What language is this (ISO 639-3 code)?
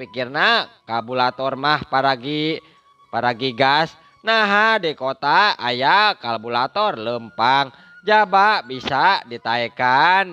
sun